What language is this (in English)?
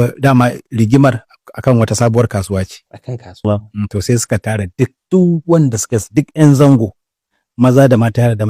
Hausa